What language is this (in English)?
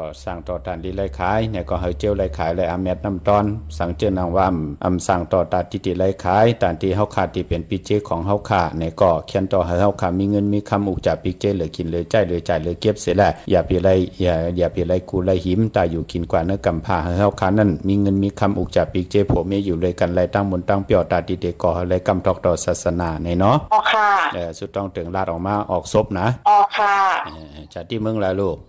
Shan